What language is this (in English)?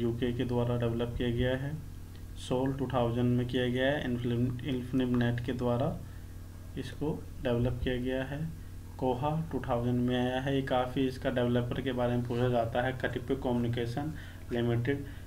Hindi